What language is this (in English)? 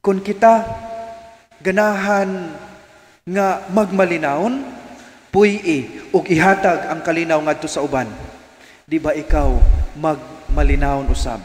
Cebuano